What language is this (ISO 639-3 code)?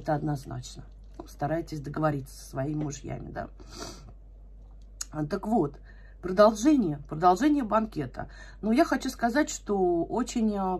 rus